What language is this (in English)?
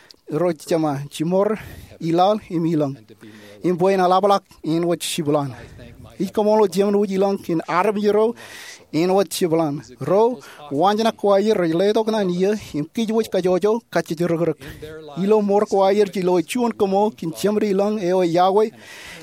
Marshallese